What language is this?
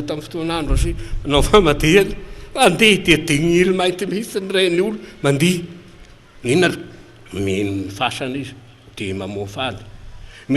Malagasy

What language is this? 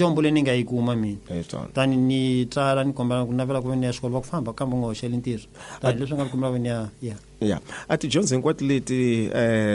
Tsonga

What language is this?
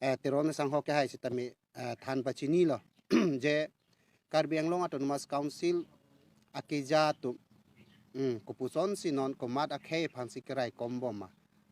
Karbi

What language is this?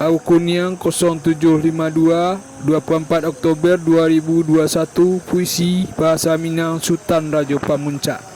Minangkabau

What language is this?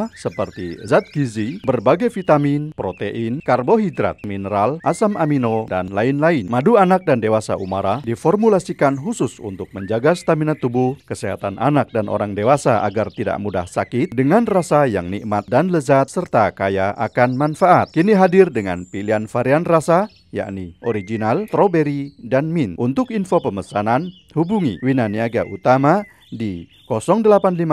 Indonesian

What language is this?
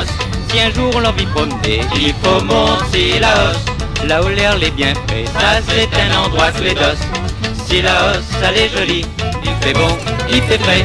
Réunion Creole French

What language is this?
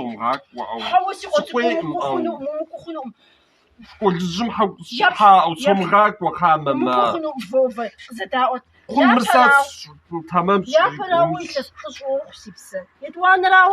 Kabardian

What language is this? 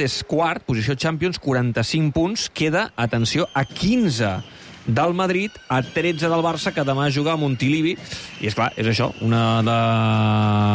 Catalan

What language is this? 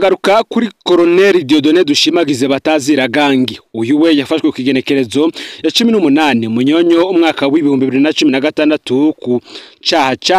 Rundi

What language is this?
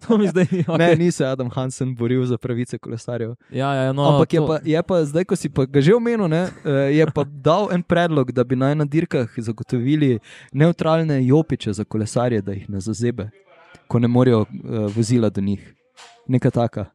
Slovenian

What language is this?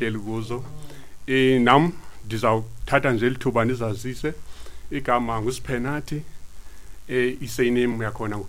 Xhosa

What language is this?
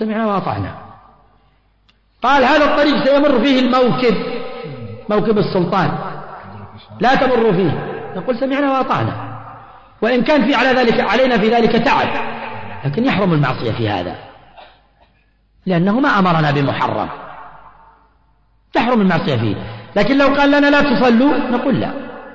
Arabic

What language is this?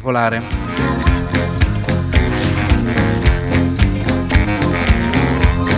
Italian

